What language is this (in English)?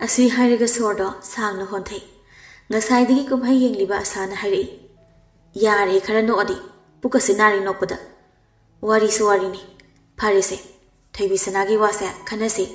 Manipuri